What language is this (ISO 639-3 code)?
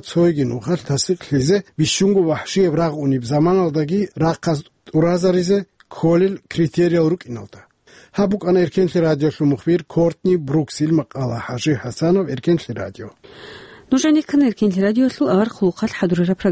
ava